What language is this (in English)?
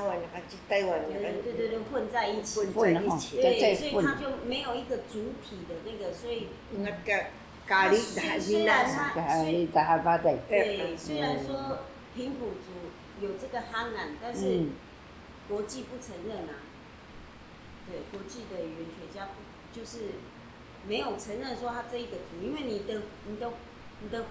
Taroko